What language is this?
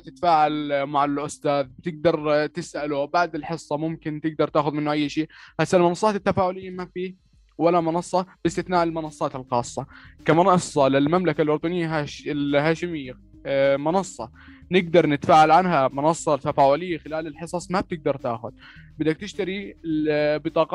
North Levantine Arabic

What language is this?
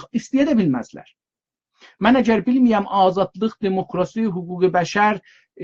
South Azerbaijani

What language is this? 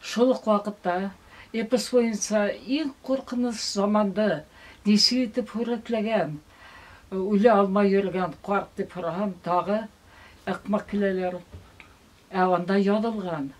Bashkir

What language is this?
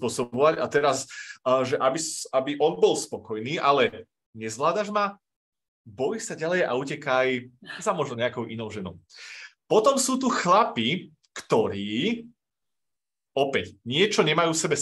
Slovak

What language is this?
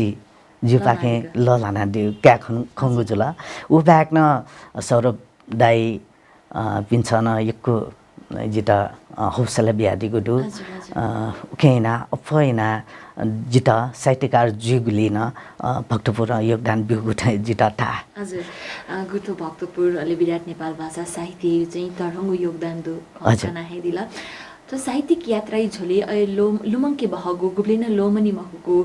Newari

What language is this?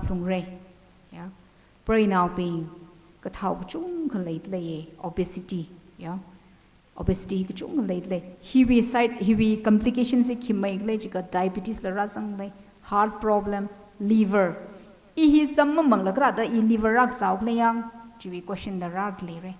Tangkhul Naga (India)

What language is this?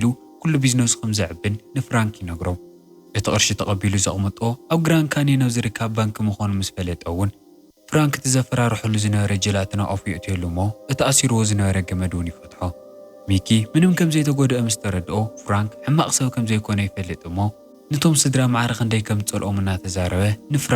Tigrinya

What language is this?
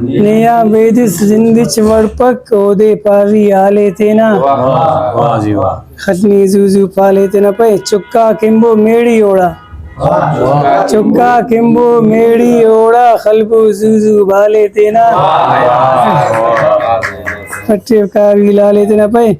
Brahui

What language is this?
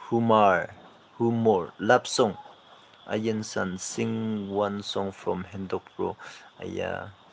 Naga Pidgin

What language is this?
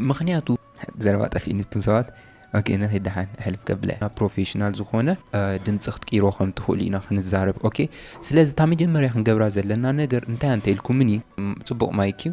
Tigrinya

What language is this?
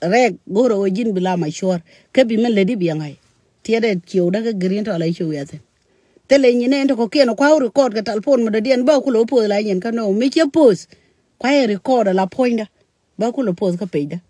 Nuer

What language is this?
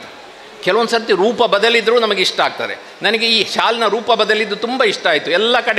Kannada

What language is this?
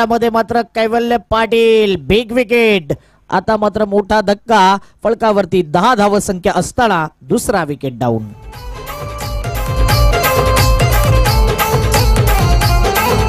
Marathi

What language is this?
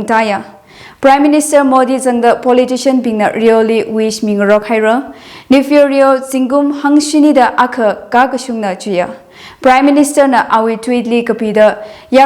Tangkhul Naga (India)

